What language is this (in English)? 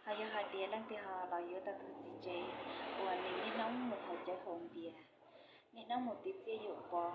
Hmong